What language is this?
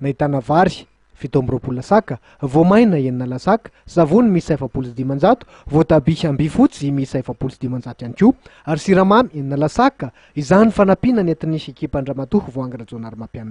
Malagasy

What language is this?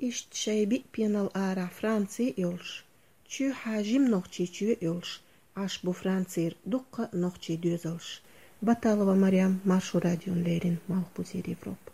Chechen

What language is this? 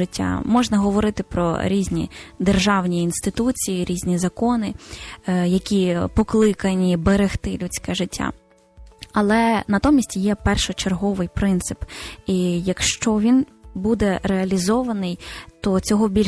Ukrainian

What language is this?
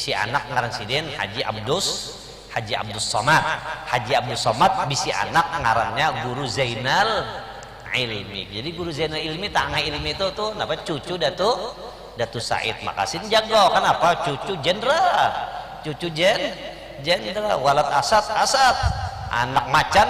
Banjar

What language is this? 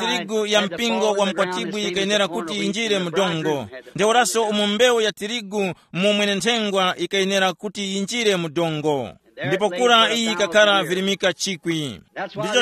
Tumbuka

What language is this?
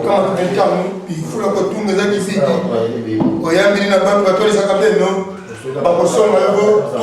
Lingala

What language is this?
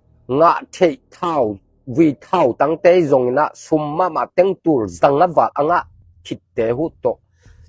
Tedim Chin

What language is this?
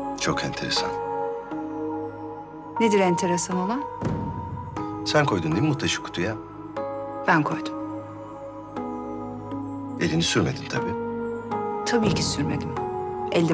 Turkish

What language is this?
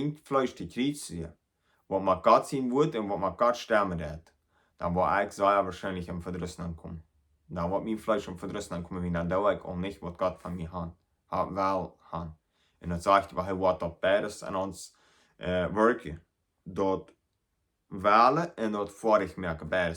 Plautdietsch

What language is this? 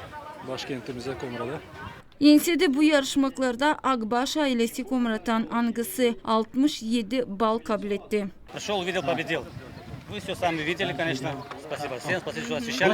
Gagauz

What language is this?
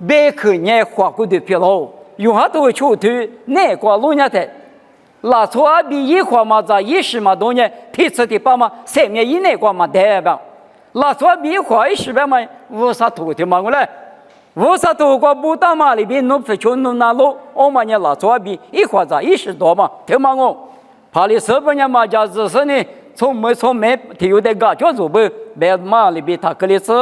Lisu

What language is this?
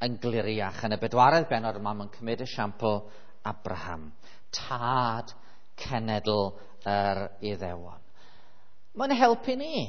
Welsh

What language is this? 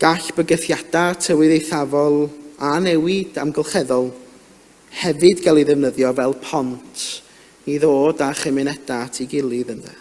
Welsh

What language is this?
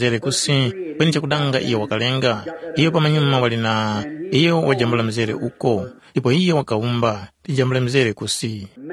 Tumbuka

